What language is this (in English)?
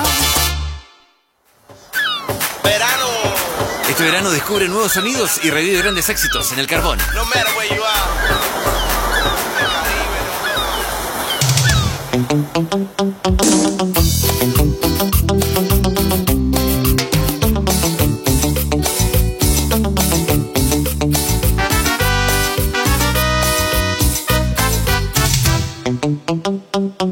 Spanish